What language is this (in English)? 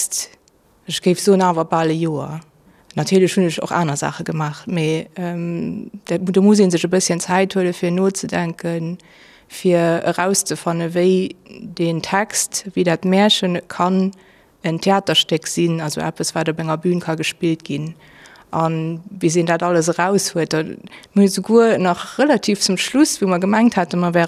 Luxembourgish